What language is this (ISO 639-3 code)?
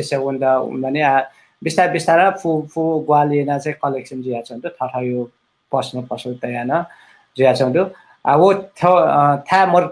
new